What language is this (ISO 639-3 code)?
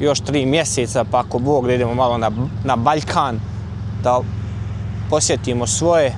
bos